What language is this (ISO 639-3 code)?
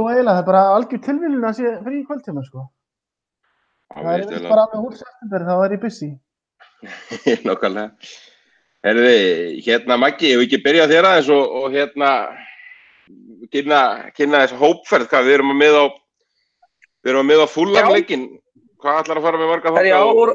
isl